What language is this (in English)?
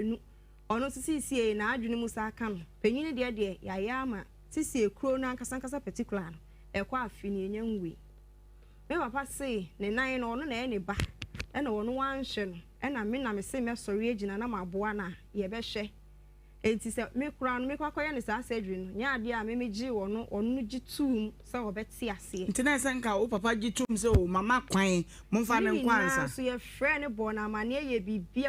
Akan